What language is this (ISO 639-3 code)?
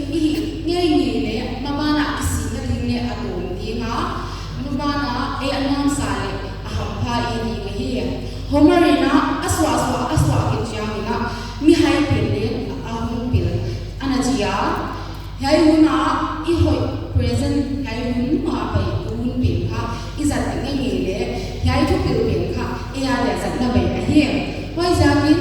pck